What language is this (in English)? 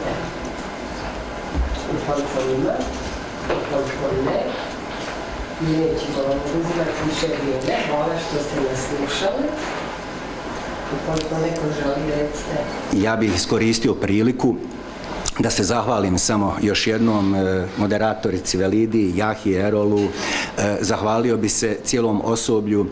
Bosnian